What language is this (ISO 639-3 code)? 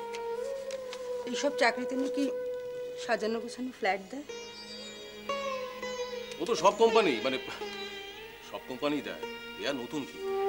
ben